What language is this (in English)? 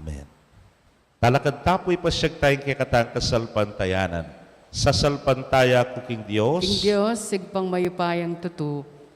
Pampanga